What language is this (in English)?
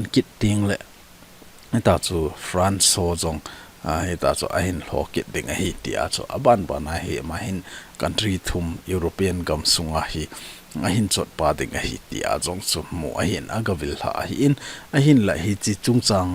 Thado Chin